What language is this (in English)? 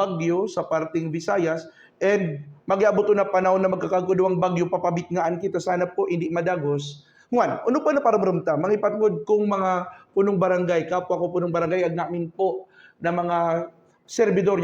Buhi'non Bikol